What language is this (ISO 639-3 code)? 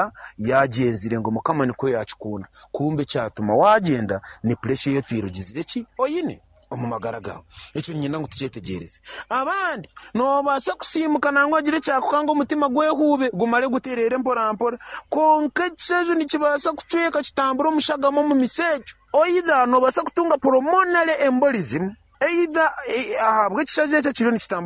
nyn